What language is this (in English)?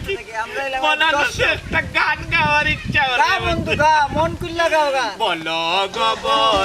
Sylheti